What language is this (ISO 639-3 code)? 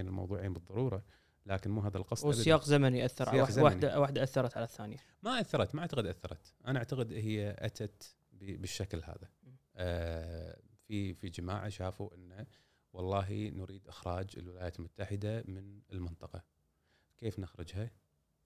afb